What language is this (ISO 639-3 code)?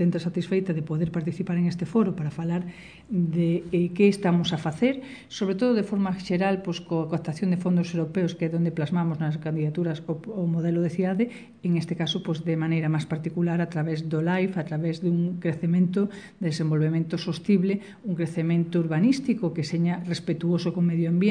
glg